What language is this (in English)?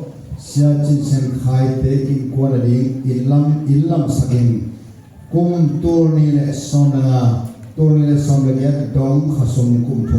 Tedim Chin